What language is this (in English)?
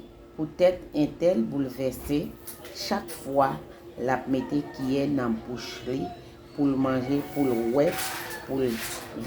Haitian Creole